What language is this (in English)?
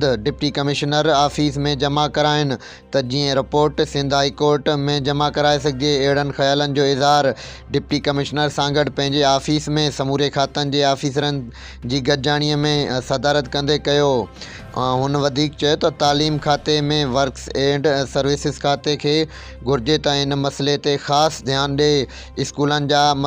Sindhi